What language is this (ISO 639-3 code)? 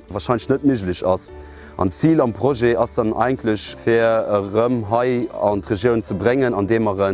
ltz